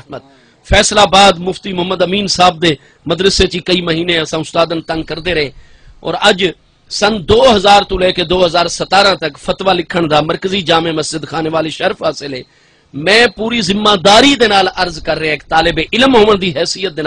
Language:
Saraiki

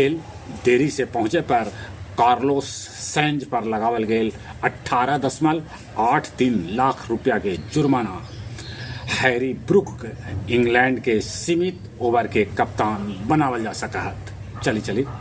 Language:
Magahi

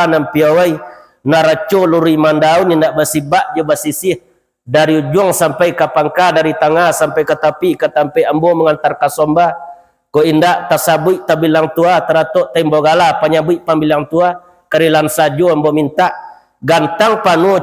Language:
Minangkabau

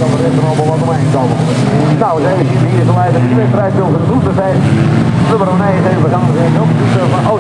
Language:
Dutch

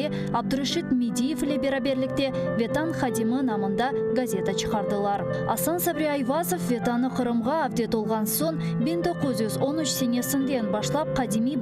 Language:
Crimean Tatar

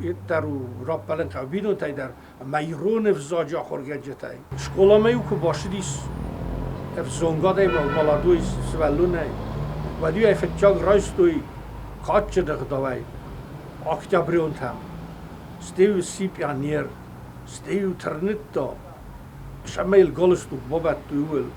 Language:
Ossetic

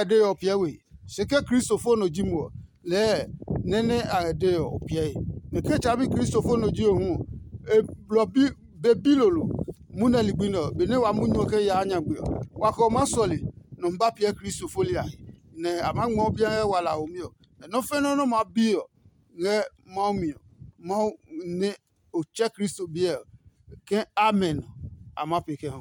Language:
Adangme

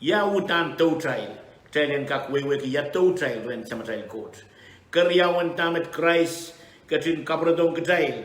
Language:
Pohnpeian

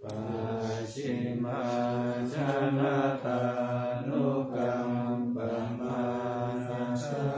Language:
Pali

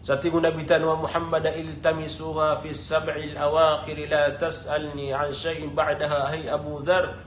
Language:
Maranao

